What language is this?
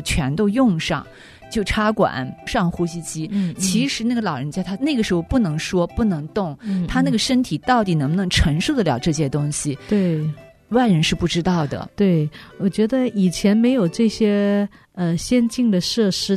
Chinese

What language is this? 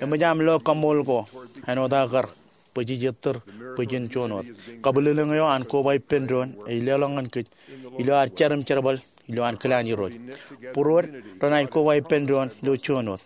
Marshallese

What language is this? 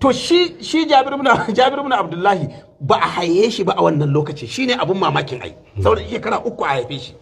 Hausa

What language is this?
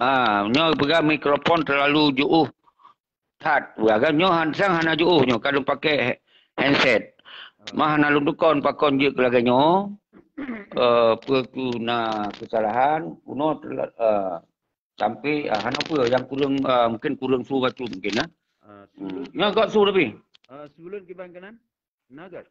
Achinese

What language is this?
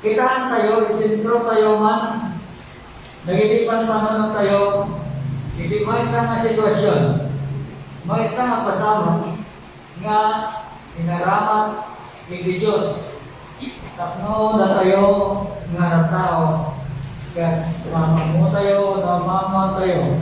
Iloko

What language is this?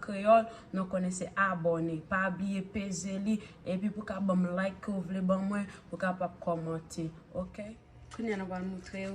Haitian Creole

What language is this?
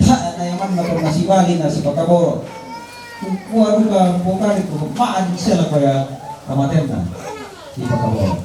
Toraja-Sa'dan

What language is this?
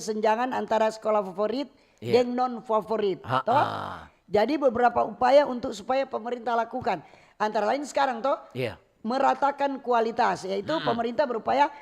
Manado Malay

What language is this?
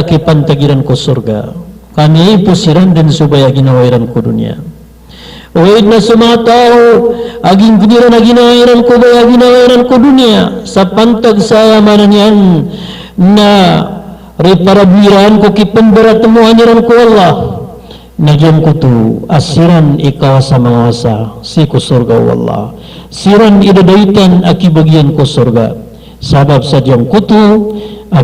Maranao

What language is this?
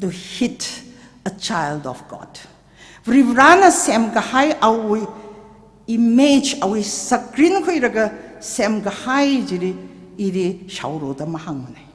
Tangkhul Naga (India)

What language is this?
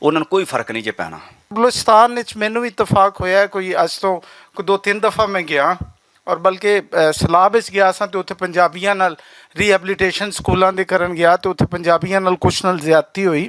Western Panjabi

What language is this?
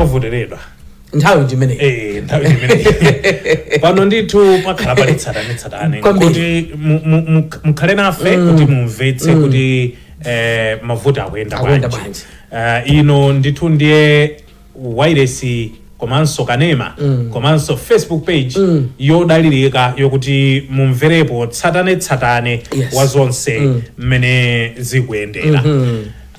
Nyanja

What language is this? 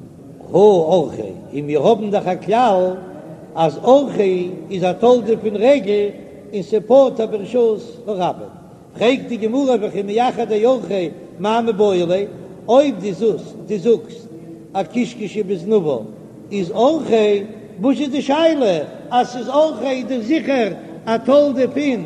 Yiddish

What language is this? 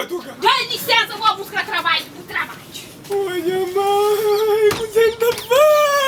Kabuverdianu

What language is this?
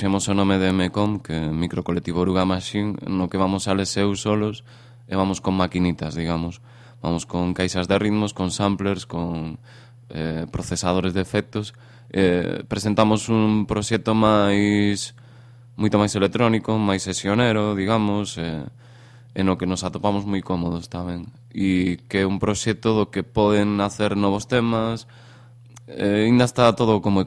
Galician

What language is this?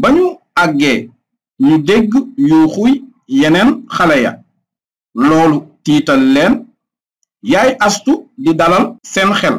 Wolof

